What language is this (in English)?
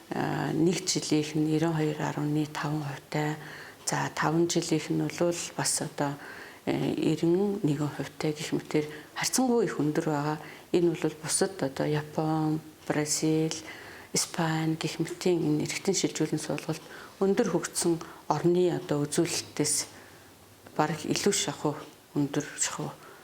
Mongolian